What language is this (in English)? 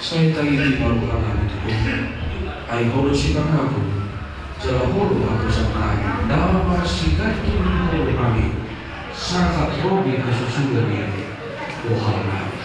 Batak Toba